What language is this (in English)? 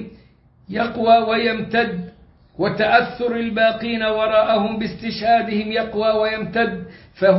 Arabic